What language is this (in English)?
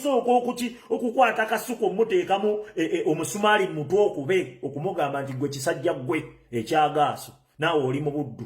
Ganda